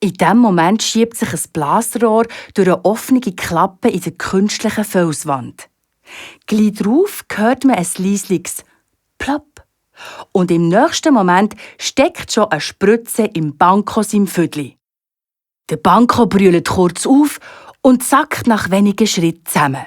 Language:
Swiss German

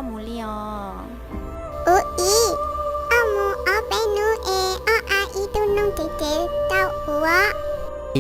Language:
Hmong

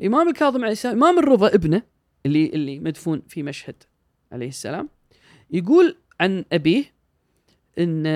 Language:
Gulf Arabic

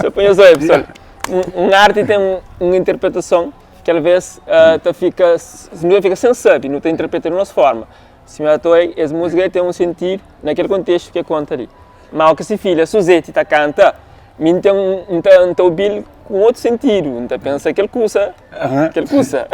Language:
Kabuverdianu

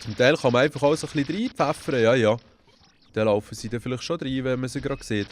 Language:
Swiss German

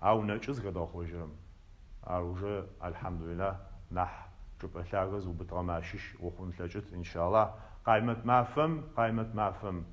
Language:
Adyghe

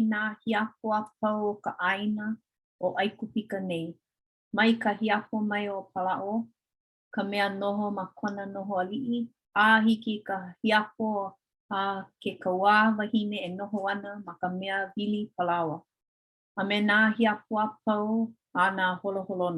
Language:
Hawaiian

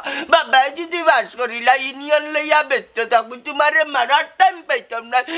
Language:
Sylheti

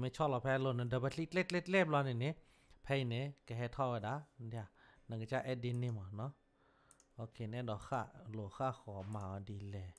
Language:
S'gaw Karen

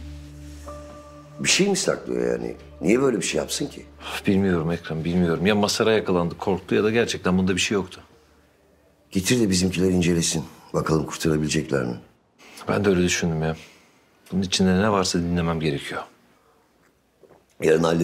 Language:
Turkish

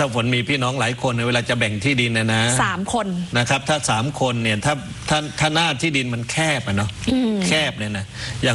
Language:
Thai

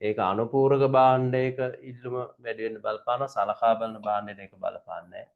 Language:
Sinhala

